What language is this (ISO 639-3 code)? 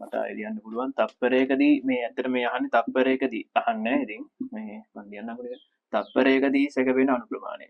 sin